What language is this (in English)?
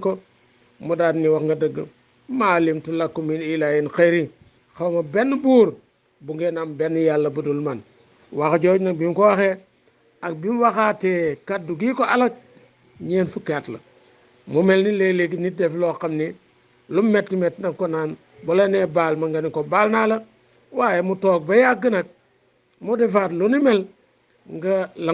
Wolof